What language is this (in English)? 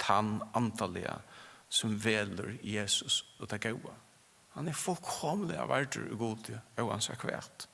Faroese